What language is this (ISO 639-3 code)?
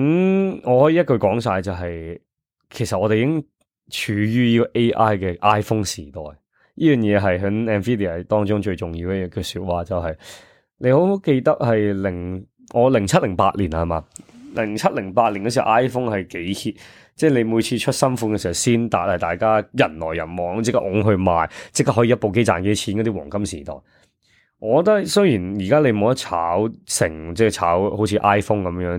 yue